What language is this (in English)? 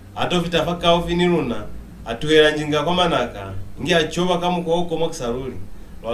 Lozi